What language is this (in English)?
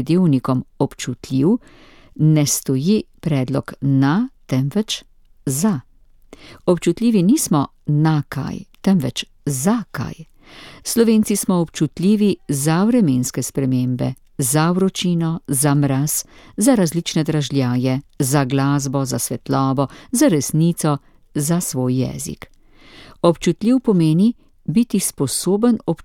Slovenian